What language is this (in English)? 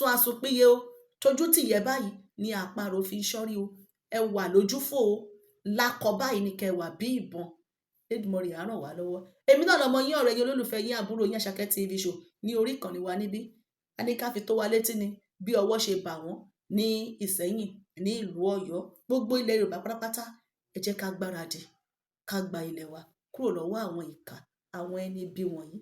Yoruba